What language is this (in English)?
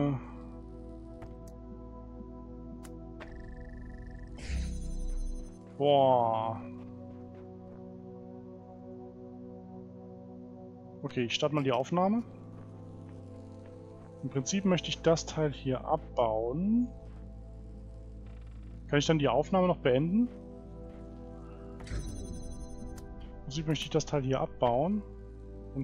German